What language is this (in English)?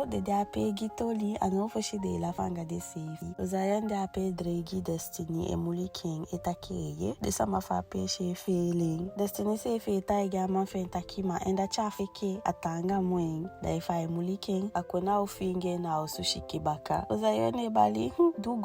Eastern Maroon Creole